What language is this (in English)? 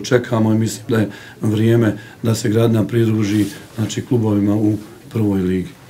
Bosnian